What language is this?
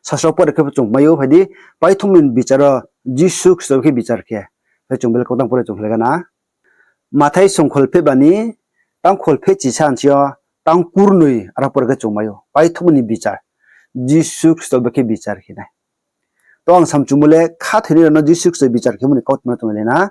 Riang (India)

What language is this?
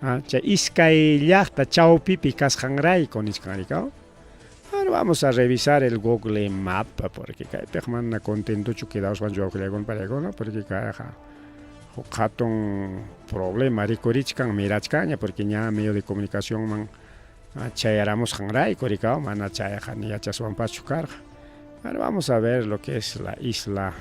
Ayacucho Quechua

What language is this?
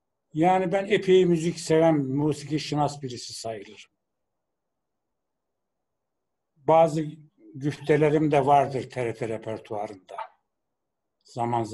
Turkish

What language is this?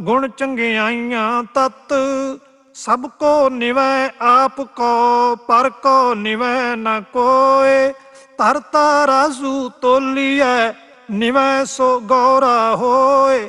Punjabi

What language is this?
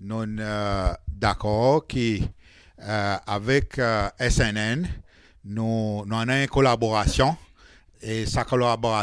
Seselwa Creole French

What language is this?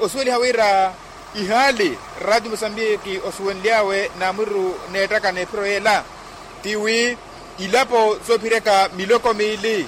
Makhuwa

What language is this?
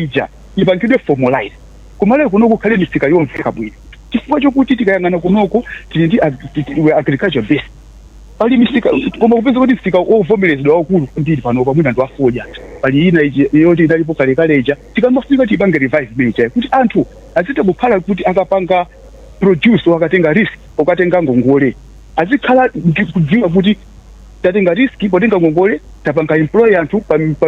Nyanja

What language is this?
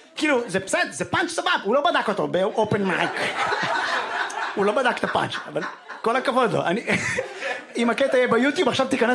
Hebrew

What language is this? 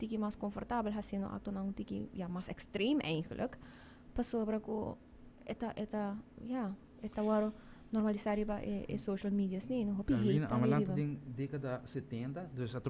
Papiamento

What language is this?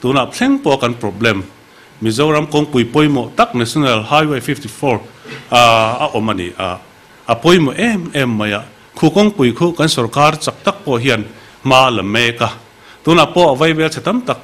Mizo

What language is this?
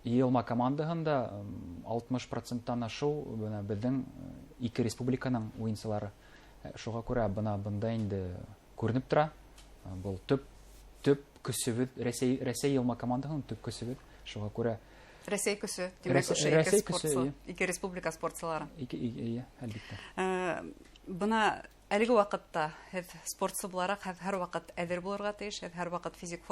Bashkir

